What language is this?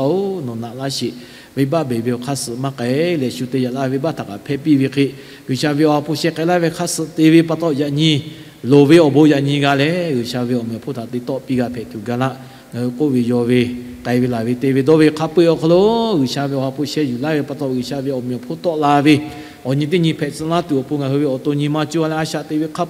Lahu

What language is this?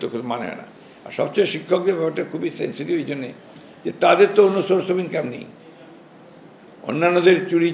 Bangla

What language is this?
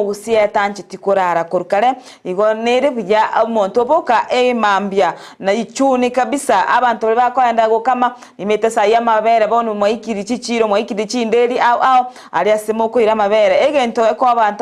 Gusii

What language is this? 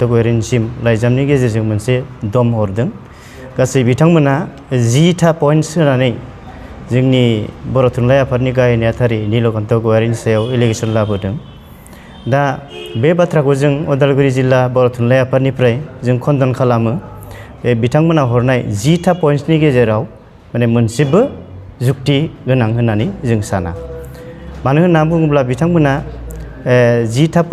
Bodo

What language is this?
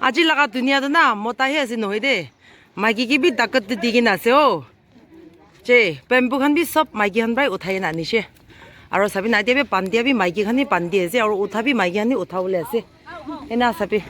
Naga Pidgin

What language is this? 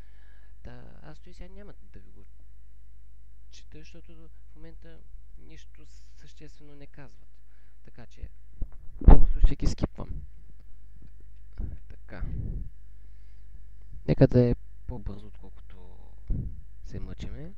Bulgarian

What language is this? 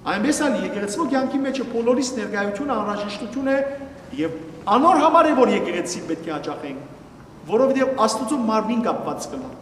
Western Armenian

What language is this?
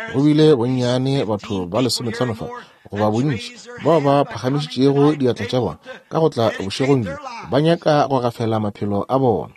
Northern Sotho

